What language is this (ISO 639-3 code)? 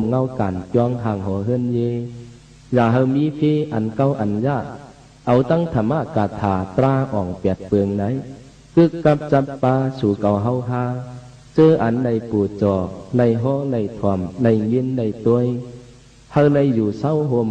shn